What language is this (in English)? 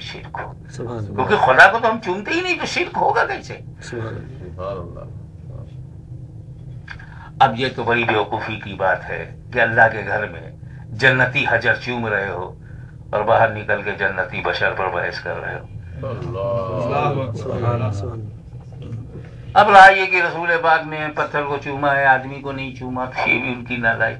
Urdu